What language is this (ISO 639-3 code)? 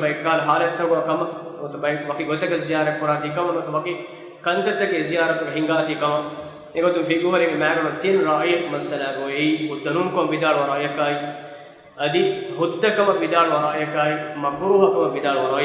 div